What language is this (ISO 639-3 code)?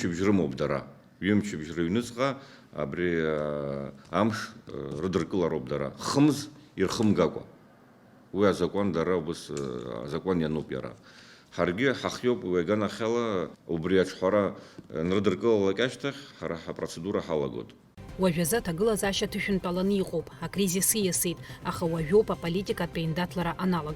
abk